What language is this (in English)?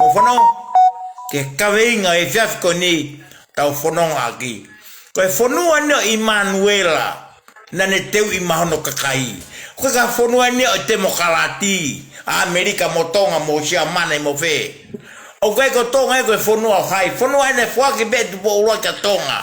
Tongan